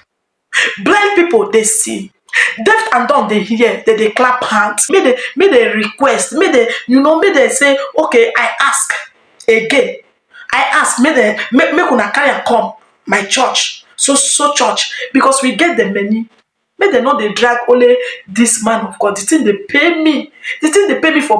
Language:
Nigerian Pidgin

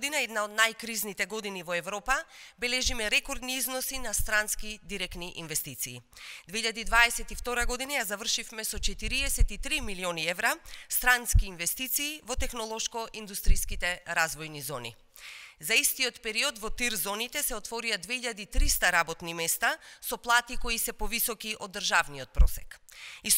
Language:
Macedonian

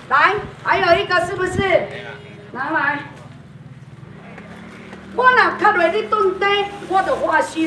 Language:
Min Nan Chinese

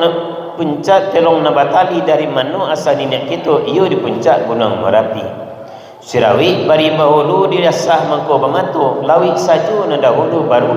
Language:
Minangkabau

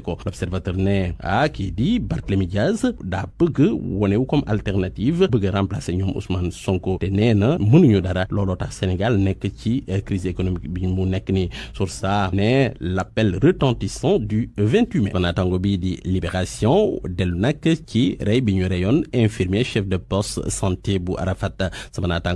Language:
Wolof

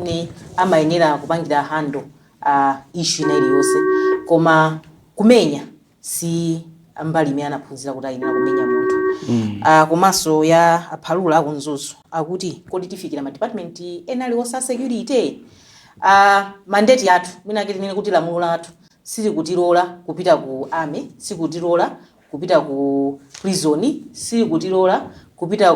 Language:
Nyanja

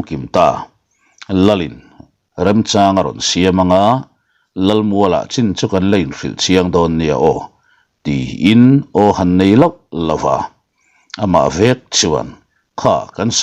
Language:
Mizo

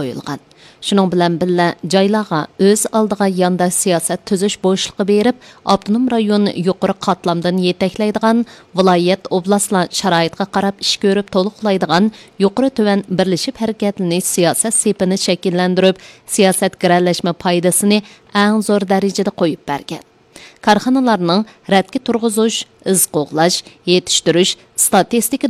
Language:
Uyghur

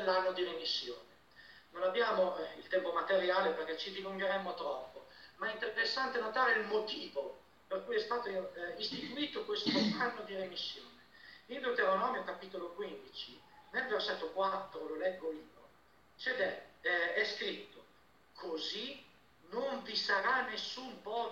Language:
Italian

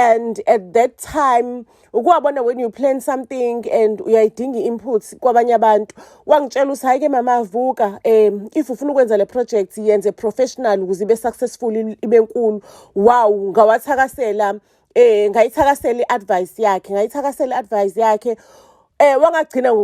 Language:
Zulu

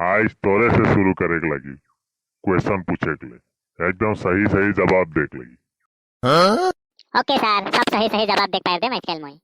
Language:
Sadri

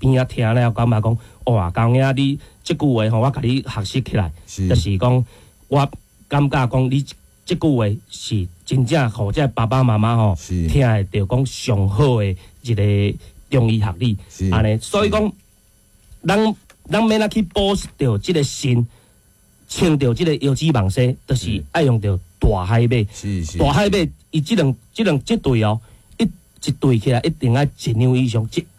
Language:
Min Nan Chinese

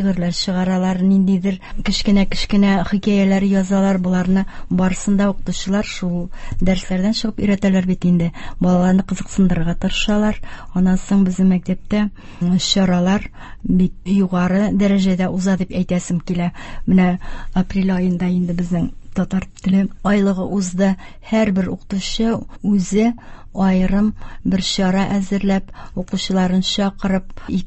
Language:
Tatar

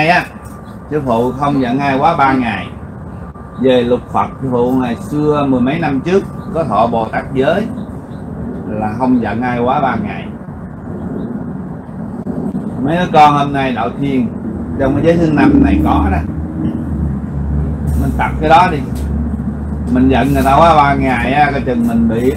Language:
Vietnamese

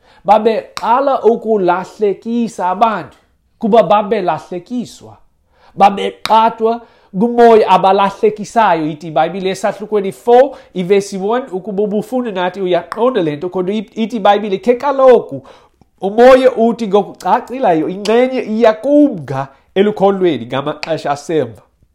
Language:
Xhosa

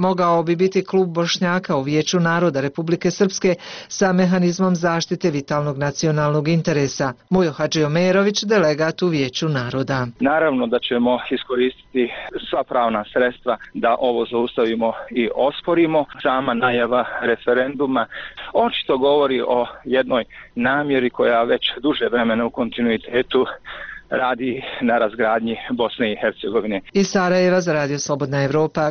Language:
Bosnian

